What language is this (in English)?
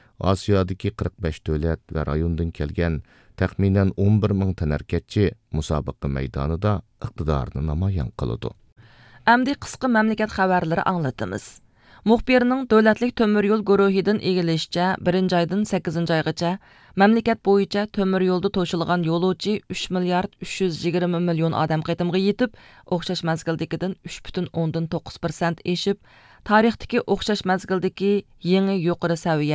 Uyghur